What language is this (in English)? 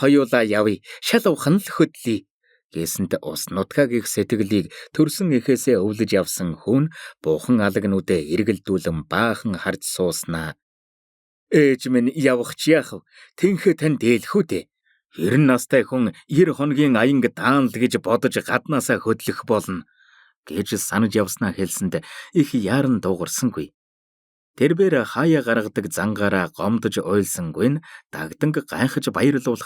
Mongolian